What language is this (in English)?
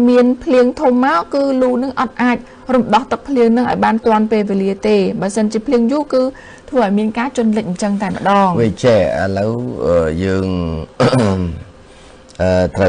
Khmer